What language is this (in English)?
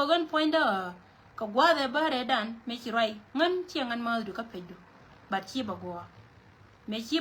Nuer